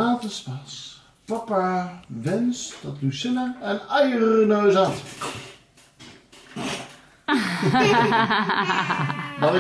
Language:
Dutch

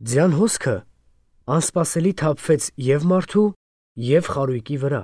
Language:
Armenian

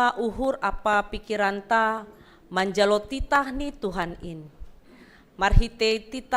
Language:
Batak Simalungun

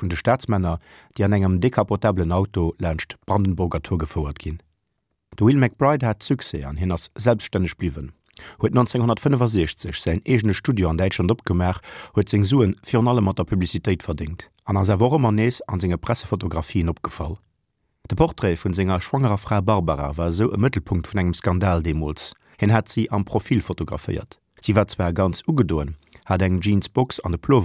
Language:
Luxembourgish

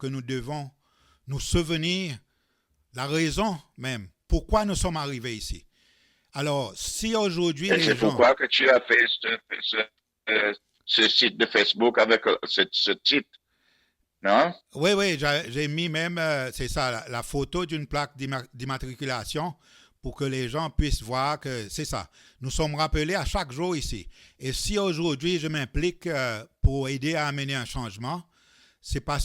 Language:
Seselwa Creole French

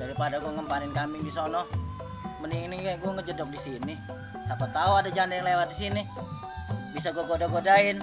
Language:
Betawi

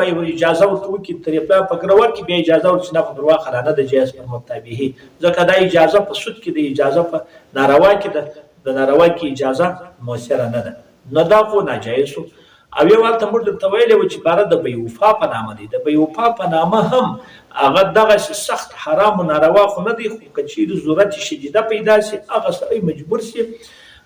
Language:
Pashto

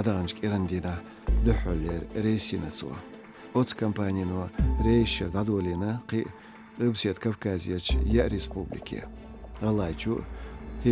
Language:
Chechen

